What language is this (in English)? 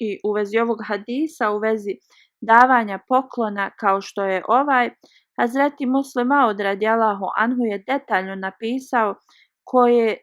Bosnian